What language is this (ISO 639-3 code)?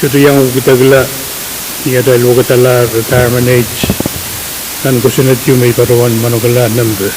pon